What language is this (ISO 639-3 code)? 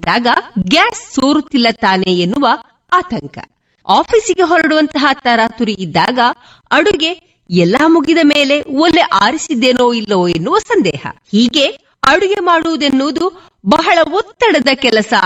kan